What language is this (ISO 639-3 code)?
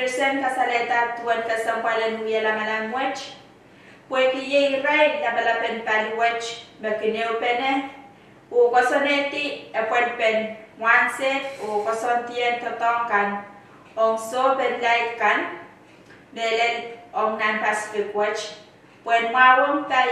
pon